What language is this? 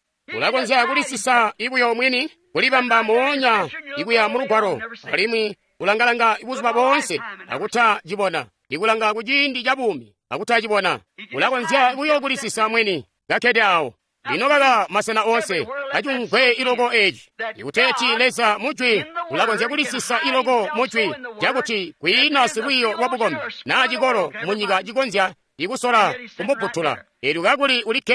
Tonga (Zambia)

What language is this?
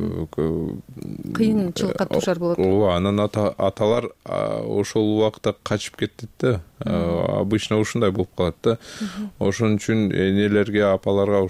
Kyrgyz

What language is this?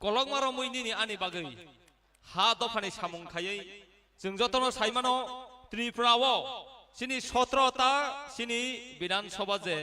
Kok Borok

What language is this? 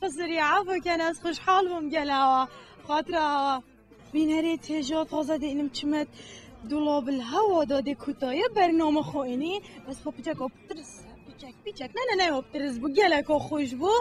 Kurdish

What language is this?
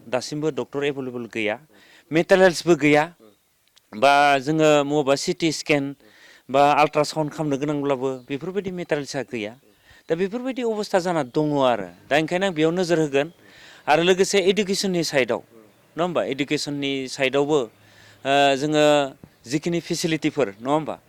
Bodo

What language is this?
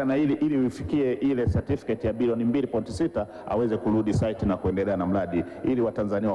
Swahili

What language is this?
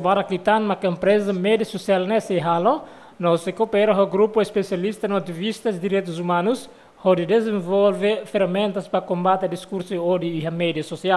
Tetum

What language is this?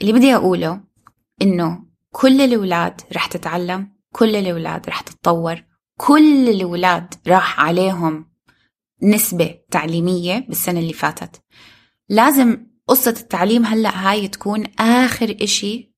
North Levantine Arabic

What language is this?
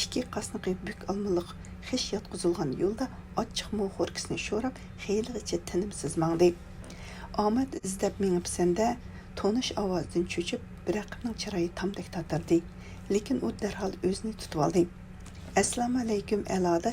Uyghur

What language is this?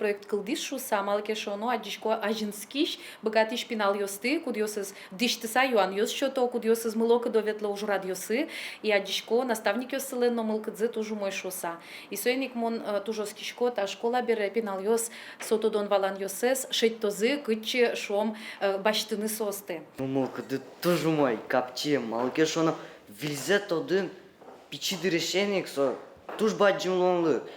Udmurt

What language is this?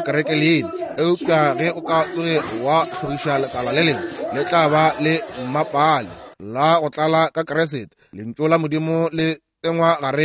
Northern Sotho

